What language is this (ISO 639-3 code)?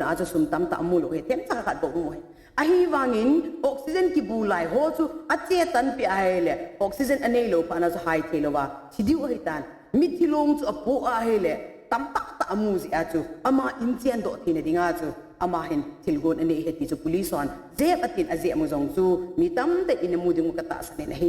tcz